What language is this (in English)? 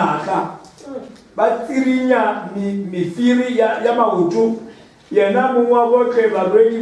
Northern Sotho